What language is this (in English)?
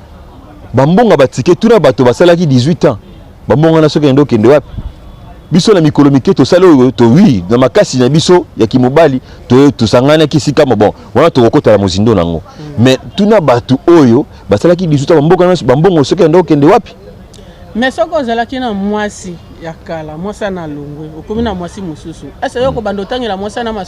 Lingala